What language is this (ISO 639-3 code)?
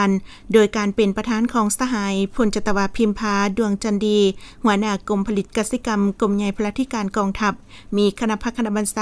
lao